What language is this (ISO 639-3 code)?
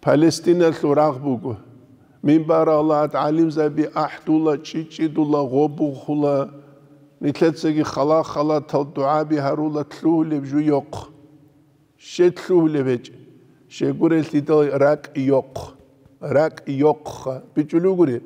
ava